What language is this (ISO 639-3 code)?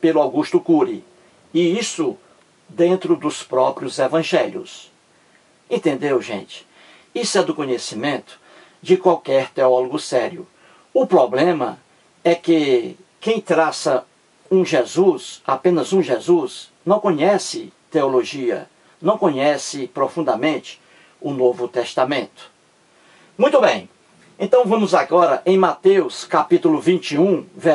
por